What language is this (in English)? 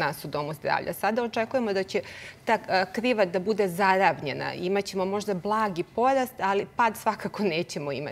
Serbian